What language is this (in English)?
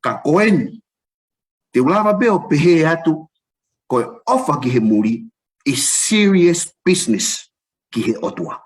Tongan